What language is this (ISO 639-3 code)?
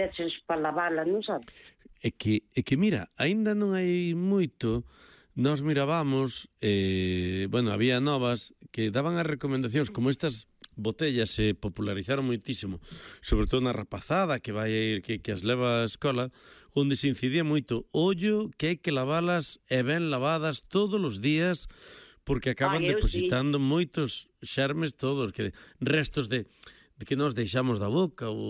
glg